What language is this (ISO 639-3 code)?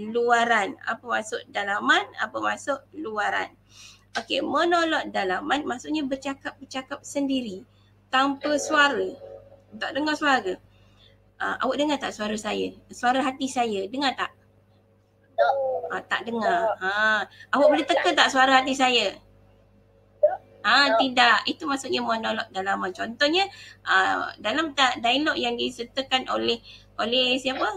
msa